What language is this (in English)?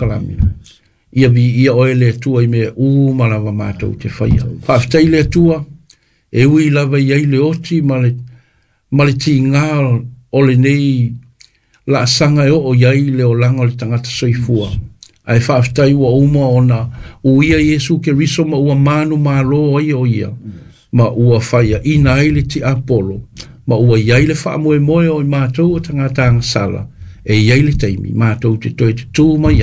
Samoan